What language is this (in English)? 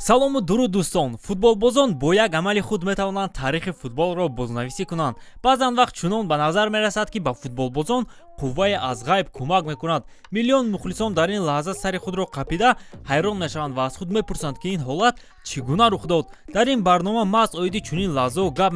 Tajik